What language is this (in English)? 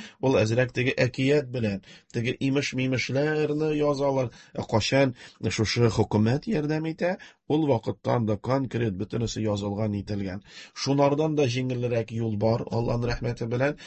Tatar